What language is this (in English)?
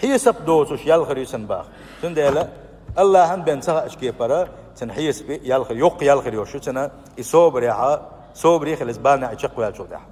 Chechen